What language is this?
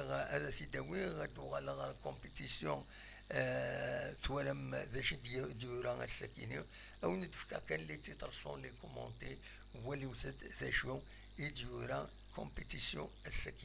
Kabyle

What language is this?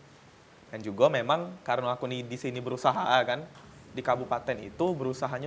Musi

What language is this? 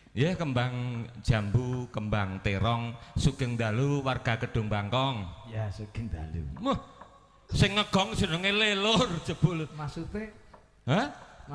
Javanese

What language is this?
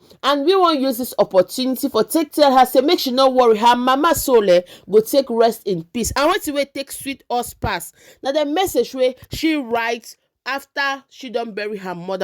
Nigerian Pidgin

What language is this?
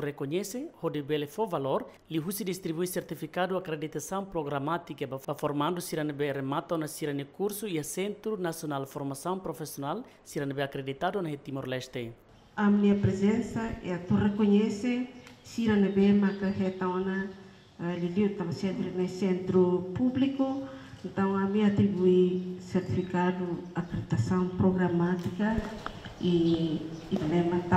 Tetum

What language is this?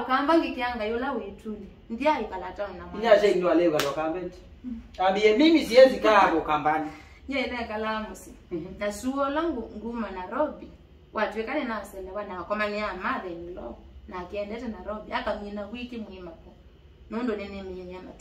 Kamba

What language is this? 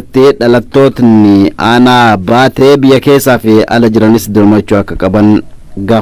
Oromo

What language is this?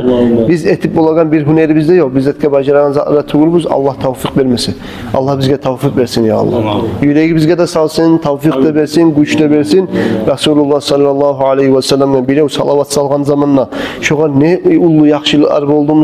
Kumyk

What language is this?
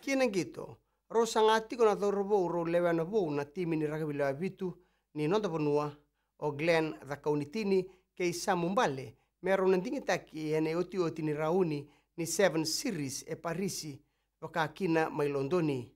Fijian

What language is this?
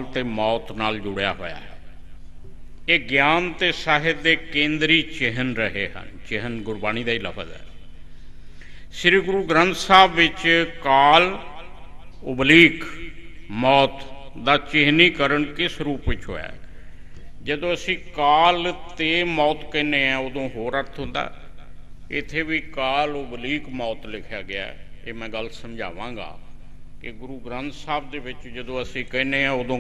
Punjabi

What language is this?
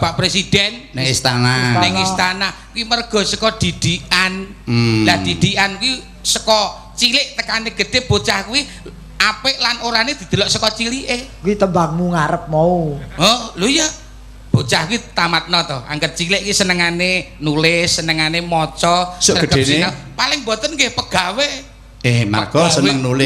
Javanese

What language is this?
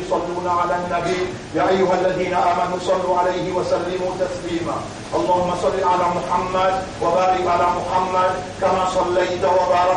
Morisyen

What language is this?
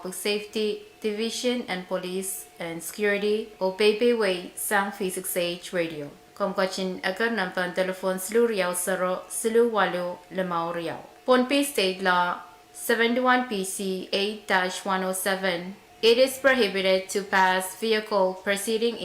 Pohnpeian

